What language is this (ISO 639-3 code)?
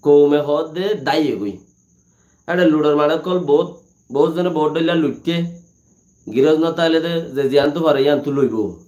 rhg